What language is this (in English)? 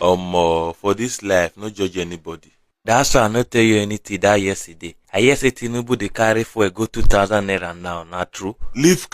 Nigerian Pidgin